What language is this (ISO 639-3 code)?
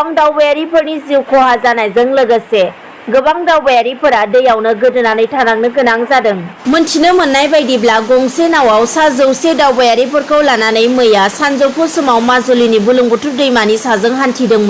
brx